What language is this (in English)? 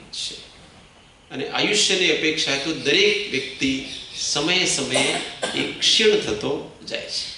Gujarati